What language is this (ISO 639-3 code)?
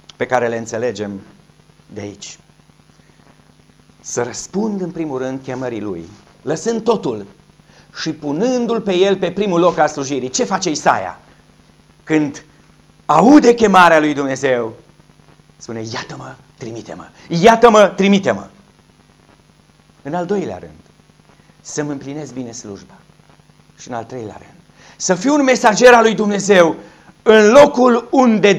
ron